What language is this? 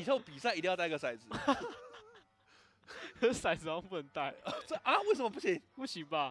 Chinese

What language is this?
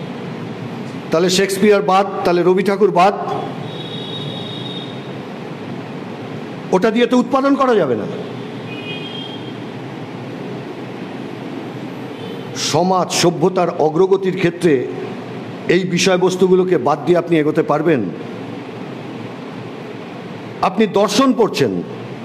Bangla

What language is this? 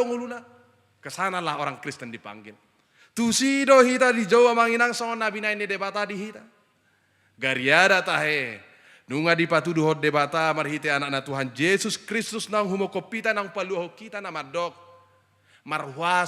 Batak Toba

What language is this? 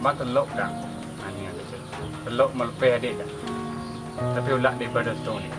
Minangkabau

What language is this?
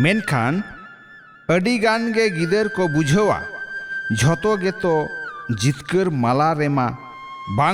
Santali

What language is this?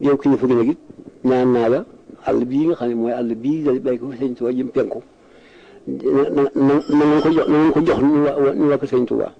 Wolof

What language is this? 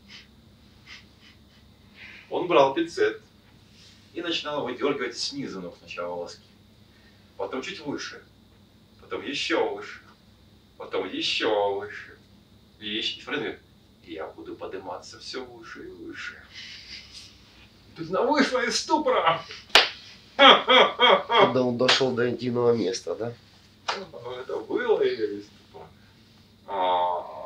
Russian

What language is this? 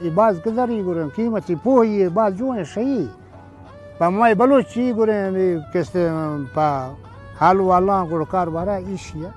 Baluchi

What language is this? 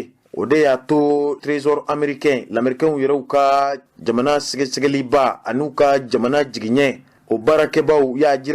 Bambara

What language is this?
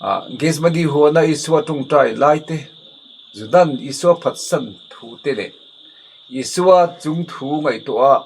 Mizo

